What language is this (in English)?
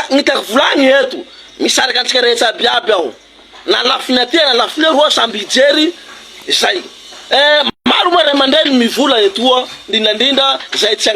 Malagasy